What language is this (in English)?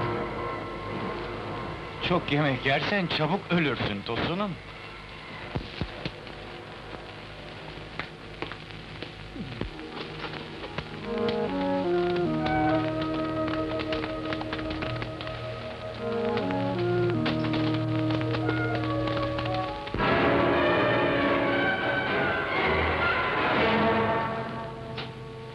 Turkish